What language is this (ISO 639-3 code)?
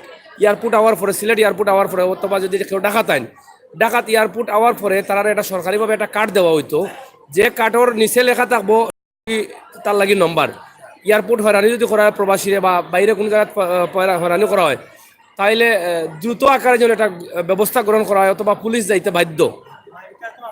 syl